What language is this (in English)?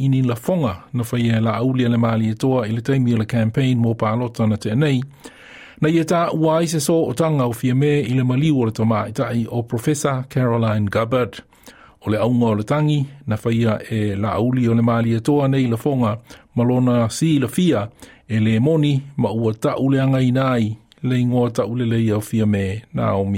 Samoan